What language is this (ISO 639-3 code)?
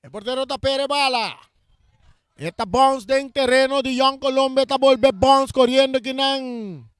pap